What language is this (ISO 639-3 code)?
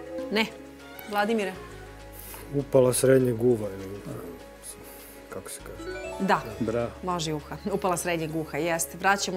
srp